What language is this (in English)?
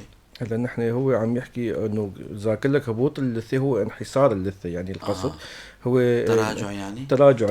North Levantine Arabic